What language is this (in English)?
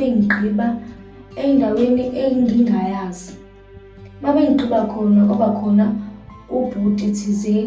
Zulu